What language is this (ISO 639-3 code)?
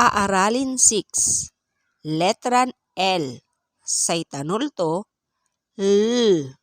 pag